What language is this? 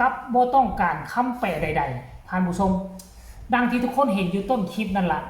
Northeastern Thai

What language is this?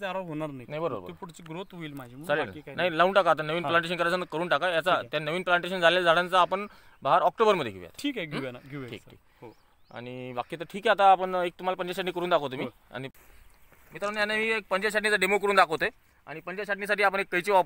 Marathi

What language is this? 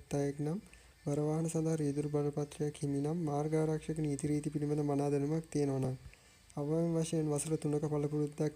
Sinhala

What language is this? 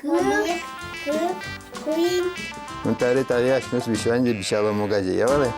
Udmurt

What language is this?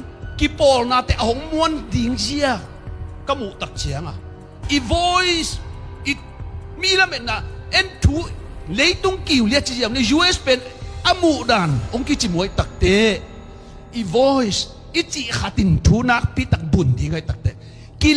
Tedim Chin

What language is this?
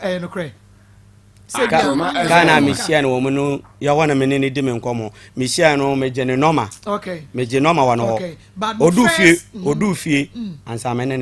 Akan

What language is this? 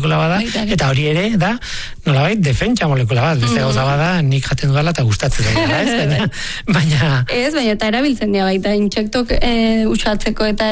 Basque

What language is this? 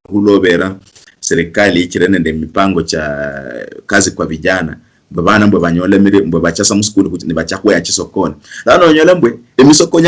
Luyia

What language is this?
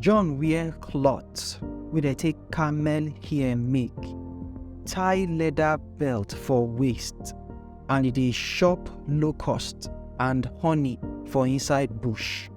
Nigerian Pidgin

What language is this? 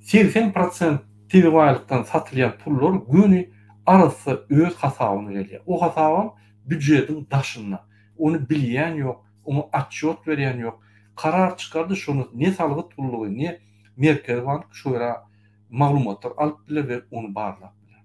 Turkmen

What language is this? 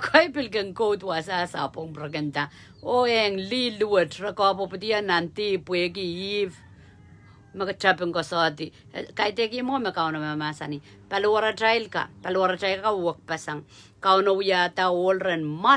Pohnpeian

